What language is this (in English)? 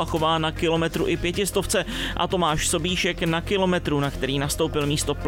Czech